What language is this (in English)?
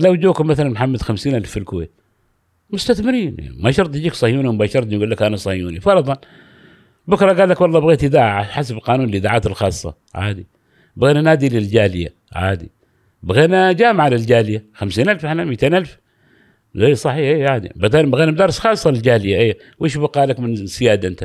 Gulf Arabic